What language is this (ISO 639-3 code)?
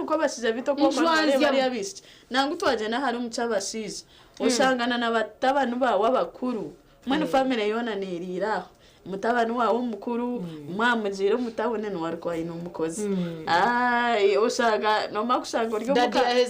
nyn